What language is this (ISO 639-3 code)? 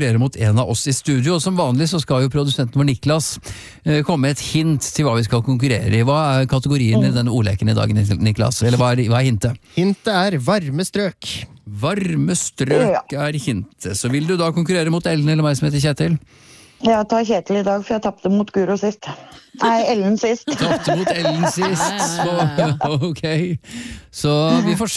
nor